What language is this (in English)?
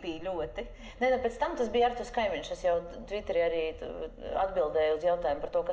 Latvian